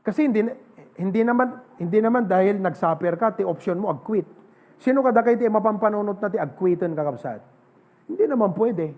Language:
Iloko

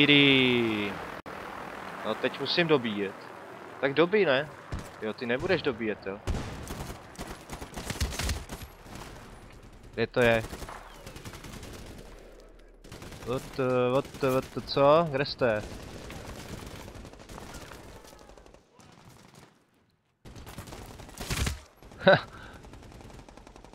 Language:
Czech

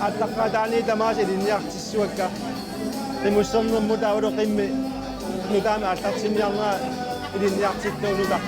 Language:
Kalaallisut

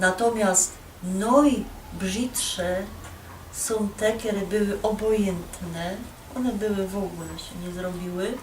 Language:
Silesian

